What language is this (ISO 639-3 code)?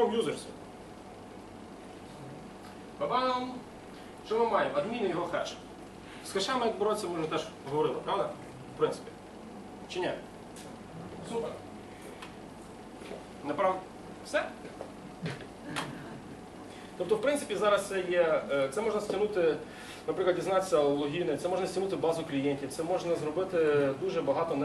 ukr